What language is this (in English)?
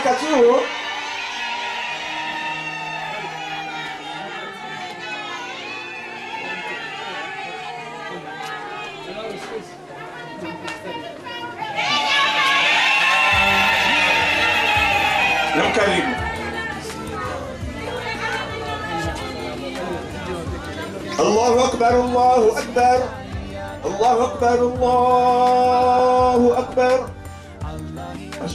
Ngazidja Comorian